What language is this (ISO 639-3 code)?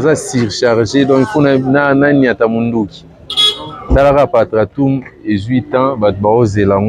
lin